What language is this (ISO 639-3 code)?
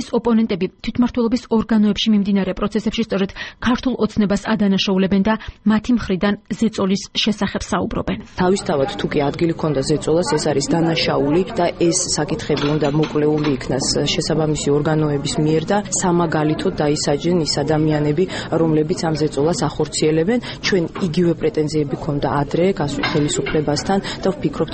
kat